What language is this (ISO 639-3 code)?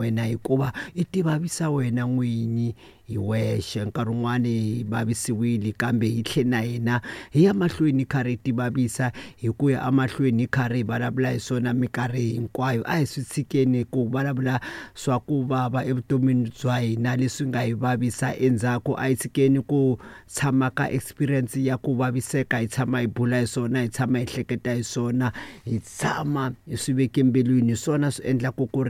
tso